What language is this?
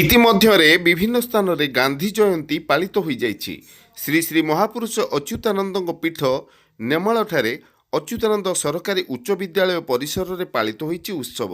Odia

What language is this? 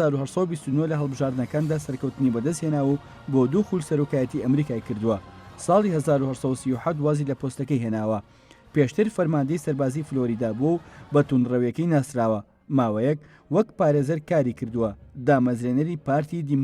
Central Kurdish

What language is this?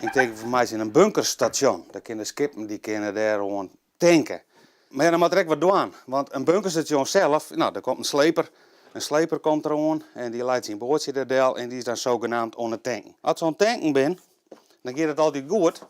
Western Frisian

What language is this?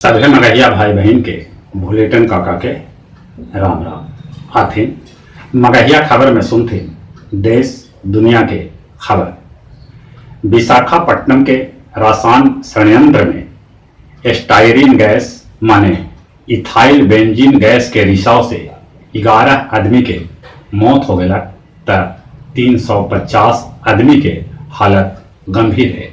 Magahi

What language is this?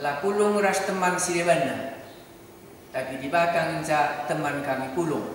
Batak Karo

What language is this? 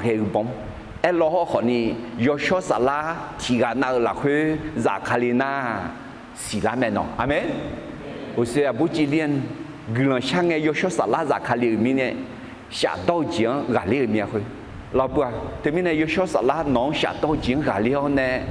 Akha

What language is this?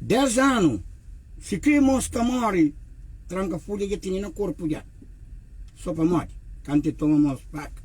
Kabuverdianu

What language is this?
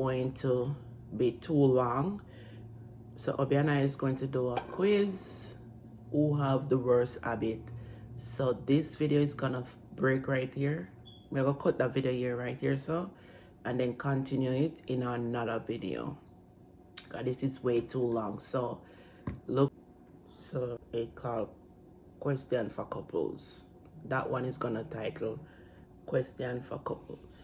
Jamaican Creole English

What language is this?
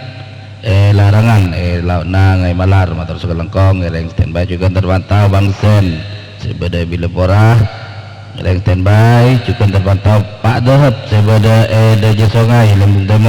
Madurese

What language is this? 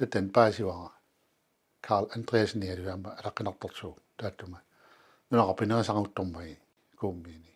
Kalaallisut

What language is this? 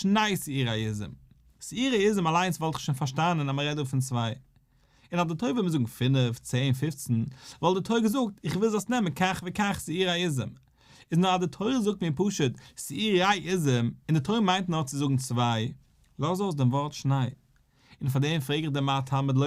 Yiddish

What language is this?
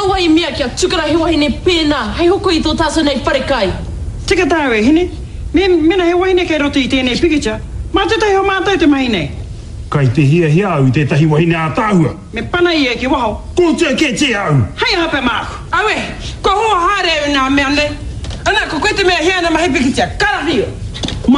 Māori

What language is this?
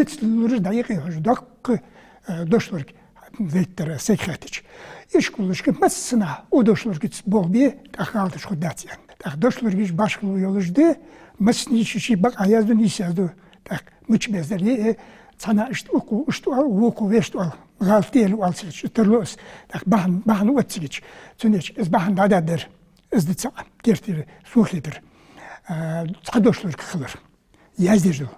Ingush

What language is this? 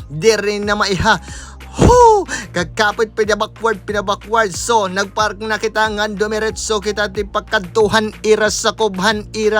Waray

